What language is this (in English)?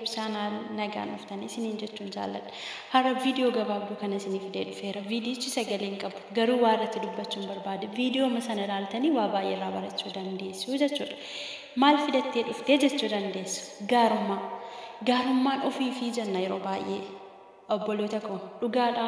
Oromo